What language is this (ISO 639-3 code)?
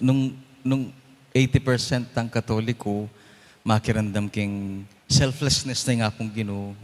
pam